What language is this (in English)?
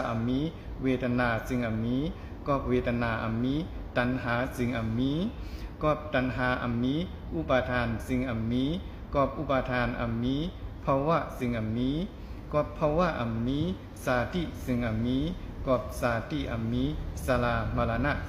Shan